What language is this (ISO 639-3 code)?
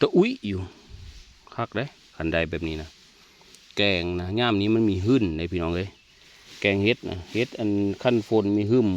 tts